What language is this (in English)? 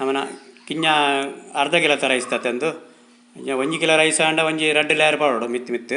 Tulu